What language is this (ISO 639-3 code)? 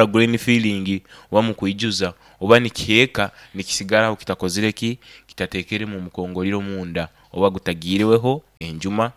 nyo